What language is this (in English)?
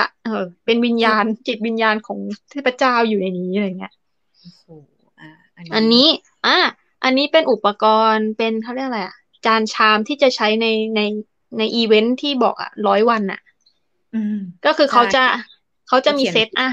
Thai